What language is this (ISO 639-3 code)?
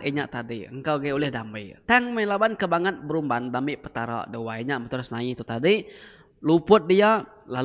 iba